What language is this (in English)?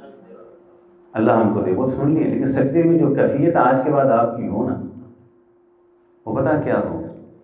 Urdu